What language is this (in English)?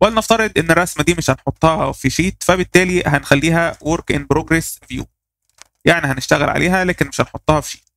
Egyptian Arabic